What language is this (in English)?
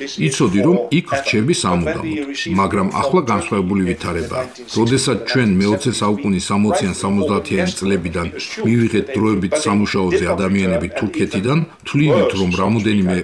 Georgian